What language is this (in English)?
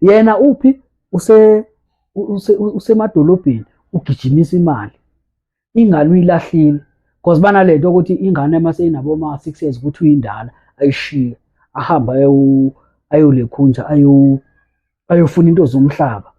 Zulu